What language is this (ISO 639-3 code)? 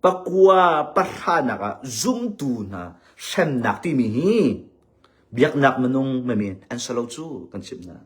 cnh